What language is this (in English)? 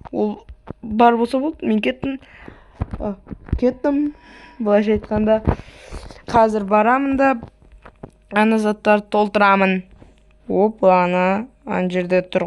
Kazakh